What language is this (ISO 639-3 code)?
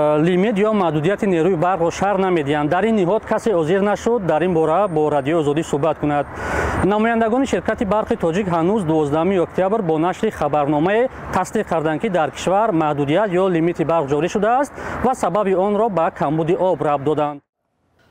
tgk